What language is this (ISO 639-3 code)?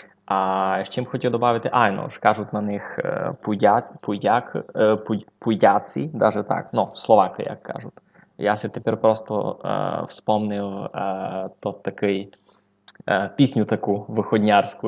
rue